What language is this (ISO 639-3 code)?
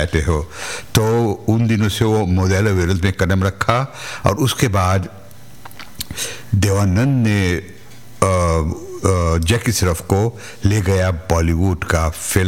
hin